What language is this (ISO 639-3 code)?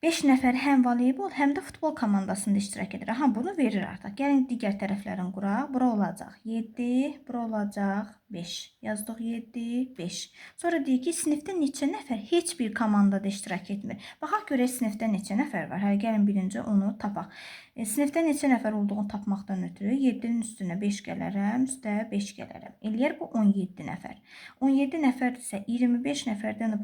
aze